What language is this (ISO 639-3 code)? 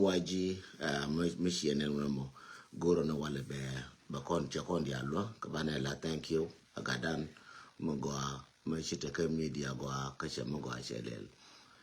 nus